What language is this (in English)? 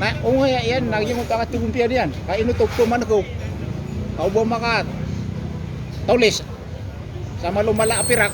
Maranao